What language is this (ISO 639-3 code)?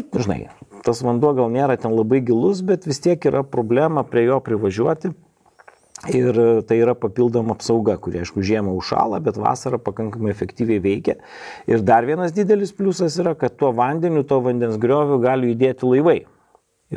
lit